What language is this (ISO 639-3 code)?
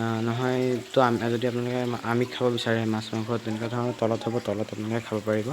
asm